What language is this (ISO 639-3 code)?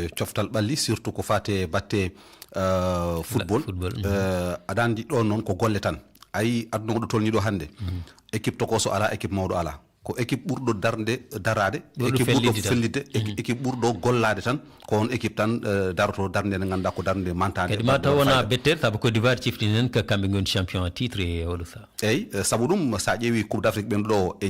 ful